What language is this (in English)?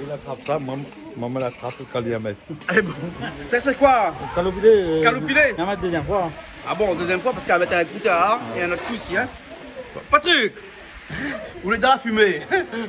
Réunion Creole French